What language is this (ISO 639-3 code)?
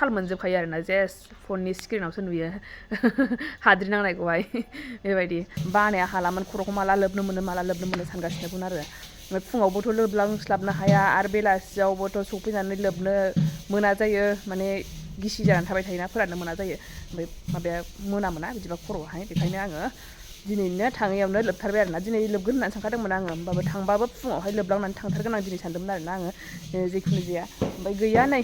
brx